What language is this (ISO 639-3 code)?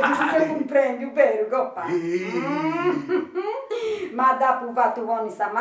srd